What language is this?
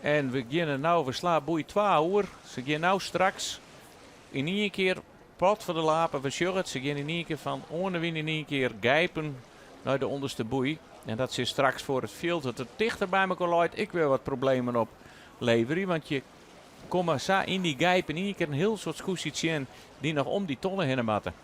Western Frisian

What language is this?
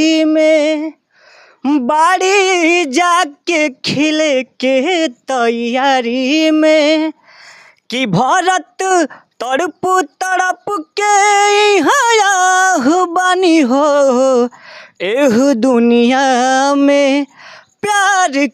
Bhojpuri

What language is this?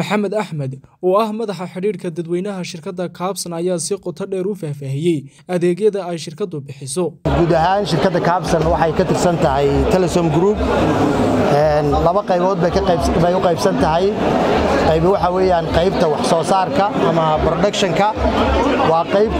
Somali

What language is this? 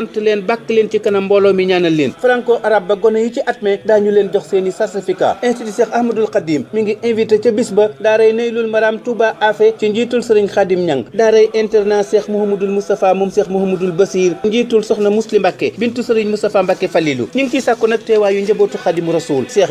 Wolof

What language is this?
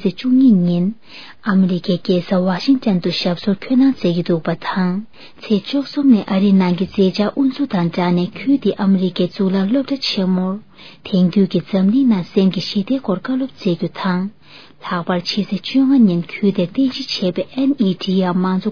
Tibetan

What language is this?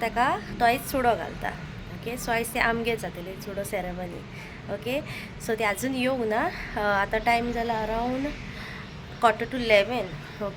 Konkani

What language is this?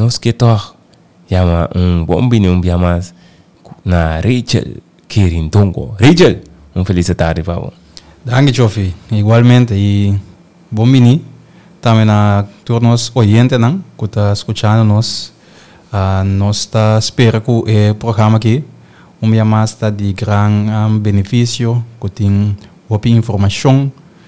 Papiamento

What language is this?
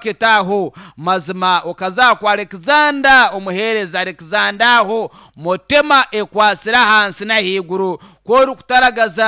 Nyankole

